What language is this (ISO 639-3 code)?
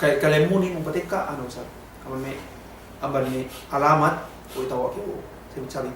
yka